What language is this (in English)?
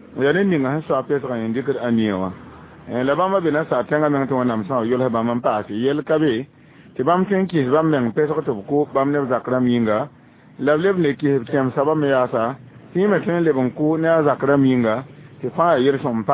Mossi